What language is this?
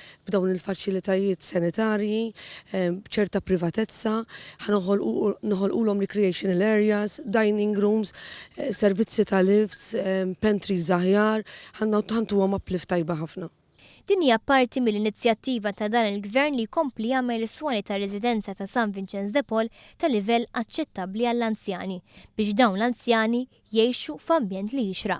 Maltese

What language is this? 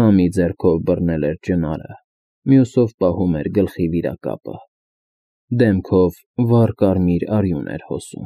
Armenian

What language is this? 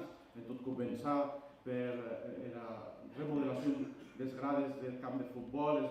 Occitan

